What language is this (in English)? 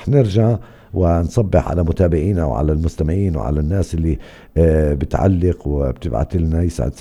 North Levantine Arabic